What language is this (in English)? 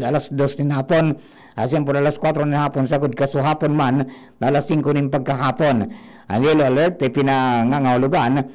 Bikol